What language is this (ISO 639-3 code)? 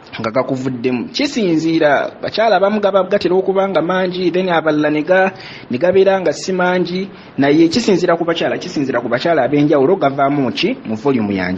lug